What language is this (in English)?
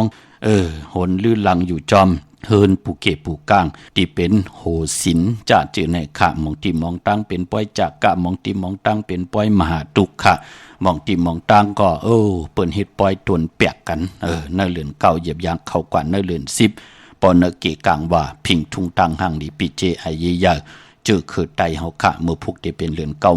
Shan